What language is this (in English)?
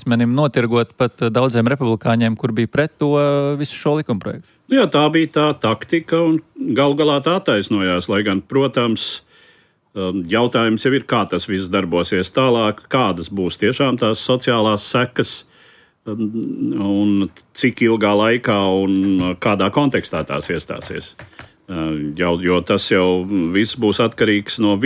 Latvian